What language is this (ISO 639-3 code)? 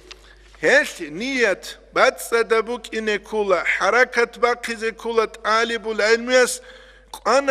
ava